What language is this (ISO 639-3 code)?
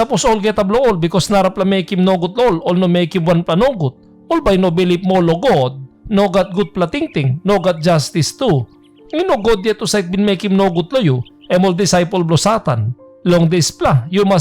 tpi